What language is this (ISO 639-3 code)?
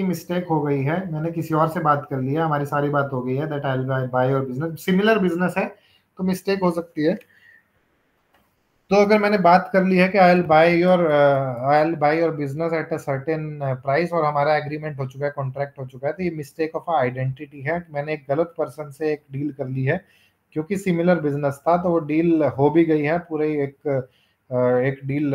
hin